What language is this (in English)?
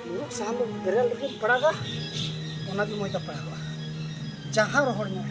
Santali